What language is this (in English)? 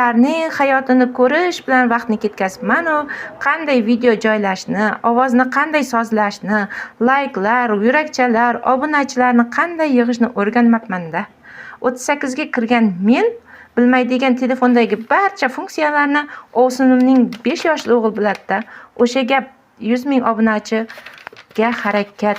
Uzbek